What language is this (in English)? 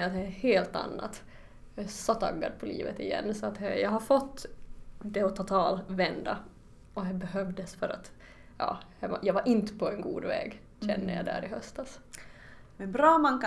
Swedish